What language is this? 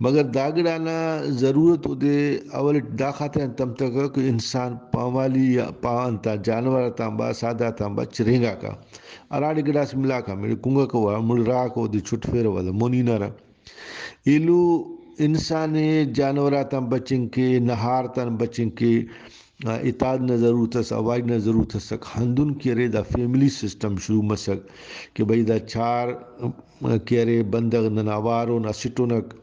Brahui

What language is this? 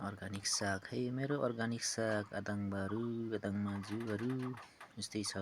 Nepali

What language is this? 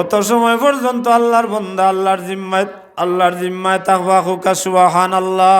Sylheti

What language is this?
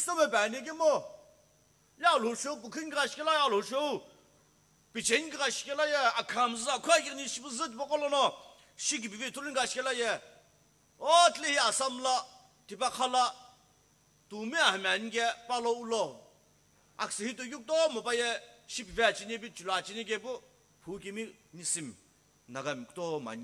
Sumi Naga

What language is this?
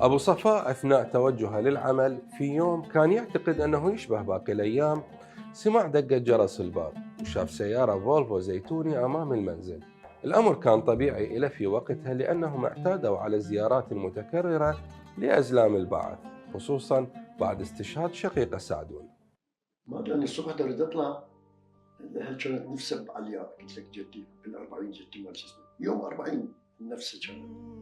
Mesopotamian Arabic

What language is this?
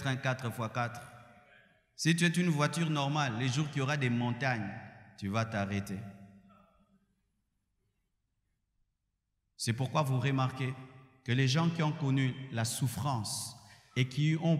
French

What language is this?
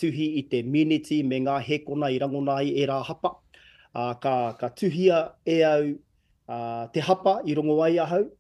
Māori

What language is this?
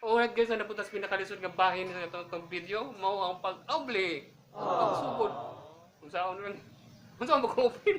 Cebuano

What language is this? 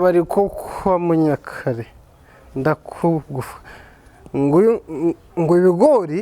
Kinyarwanda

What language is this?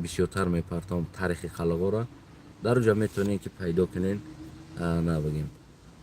Tajik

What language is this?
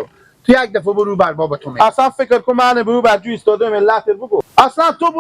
Persian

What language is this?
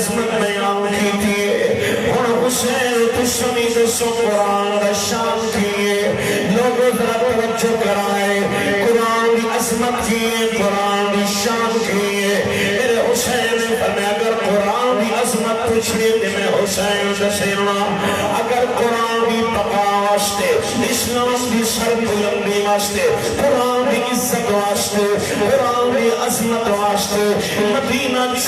Saraiki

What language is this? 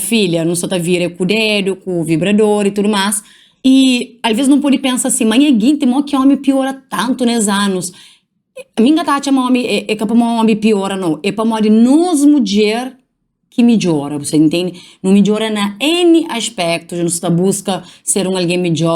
Kabuverdianu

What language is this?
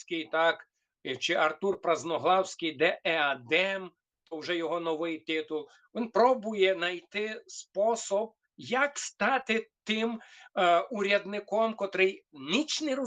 Rusyn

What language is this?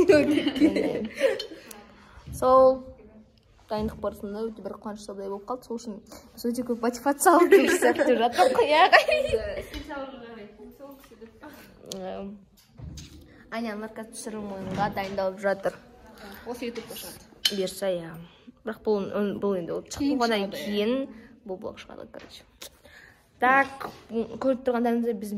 Kazakh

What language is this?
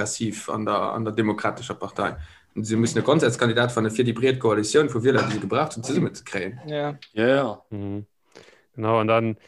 Luxembourgish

